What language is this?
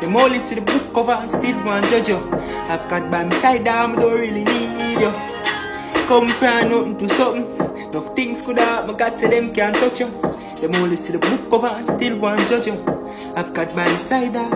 Jamaican Creole English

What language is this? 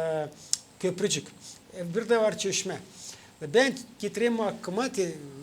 Gagauz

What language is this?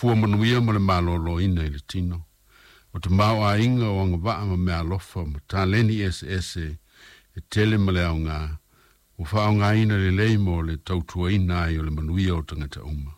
Samoan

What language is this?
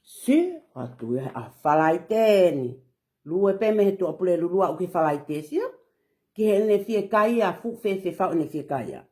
Tongan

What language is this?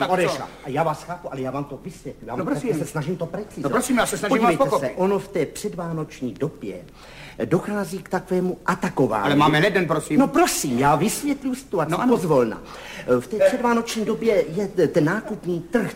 Czech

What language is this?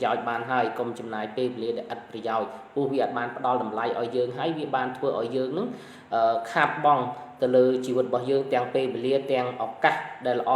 Khmer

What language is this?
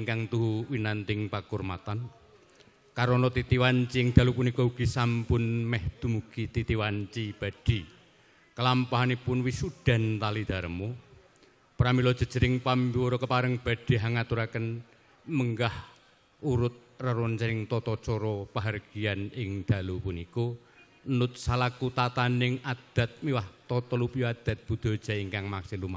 Javanese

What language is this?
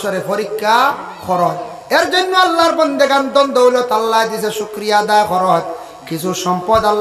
Sylheti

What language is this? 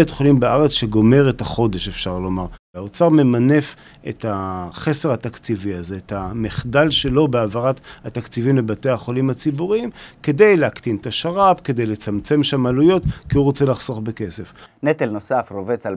Hebrew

